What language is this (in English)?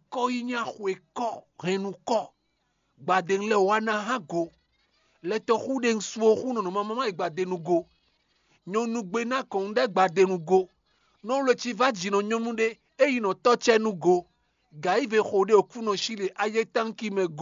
Fon